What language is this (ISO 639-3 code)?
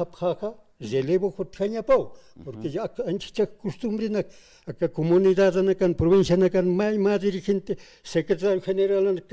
aym